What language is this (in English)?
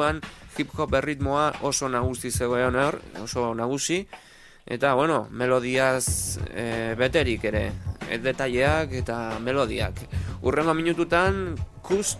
Basque